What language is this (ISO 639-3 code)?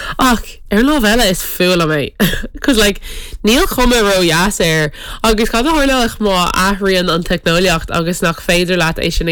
gle